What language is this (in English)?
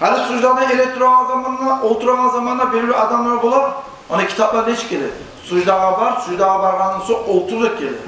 Kumyk